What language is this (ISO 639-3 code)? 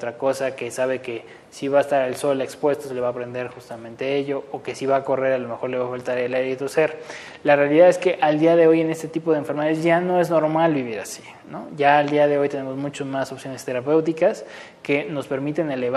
spa